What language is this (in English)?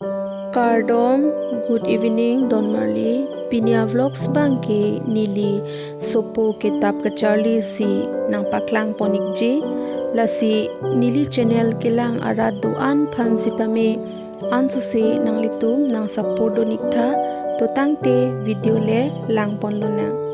Karbi